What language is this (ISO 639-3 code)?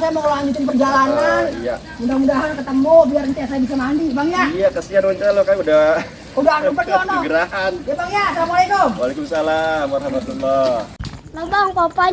bew